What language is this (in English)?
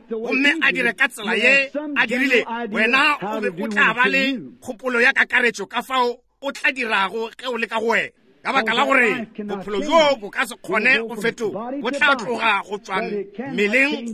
Northern Sotho